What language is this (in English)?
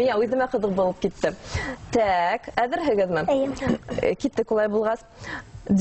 Bashkir